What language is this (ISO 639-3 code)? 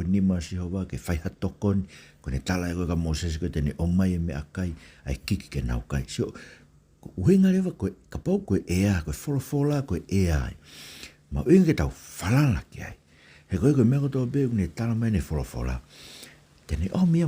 ton